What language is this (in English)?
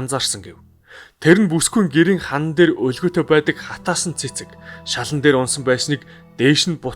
Mongolian